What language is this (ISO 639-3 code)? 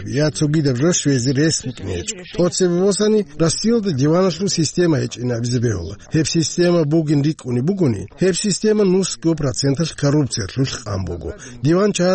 ava